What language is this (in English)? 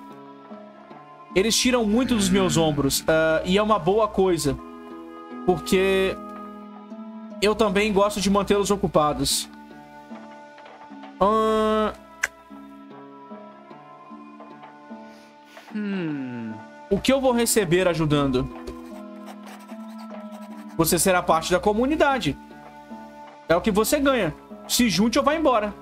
Portuguese